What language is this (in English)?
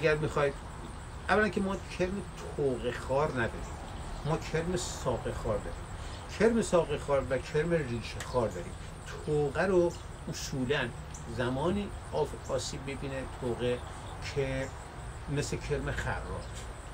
Persian